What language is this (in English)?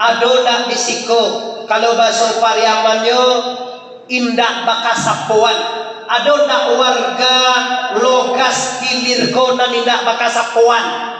Minangkabau